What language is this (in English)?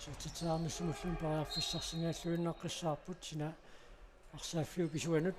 Kalaallisut